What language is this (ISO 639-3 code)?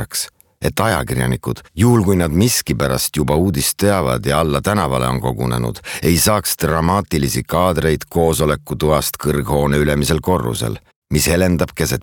est